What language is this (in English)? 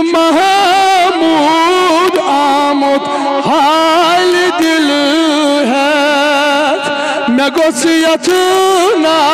Kashmiri